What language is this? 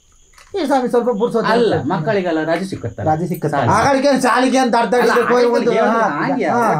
Kannada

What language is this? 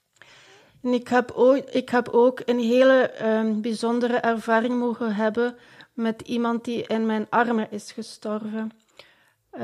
Dutch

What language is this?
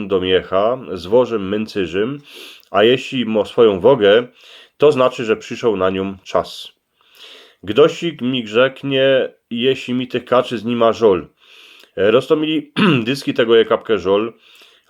Silesian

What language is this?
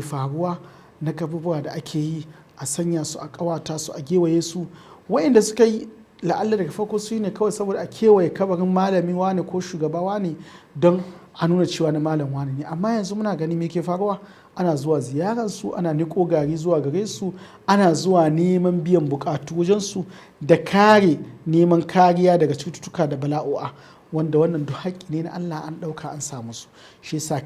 Hausa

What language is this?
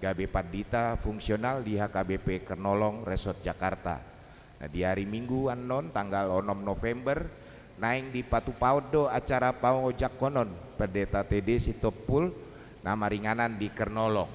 Batak Toba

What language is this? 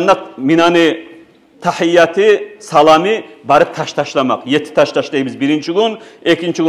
Kumyk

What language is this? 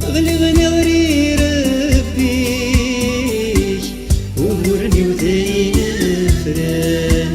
Kabyle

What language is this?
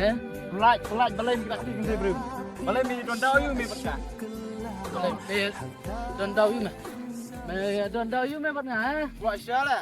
Khasi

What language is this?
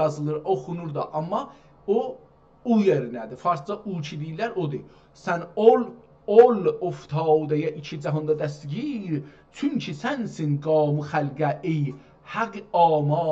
South Azerbaijani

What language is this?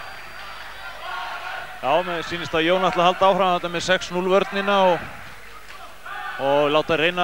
Icelandic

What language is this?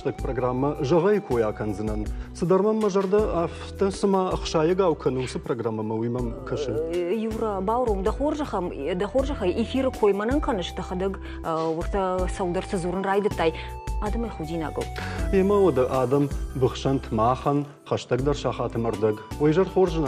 Ossetic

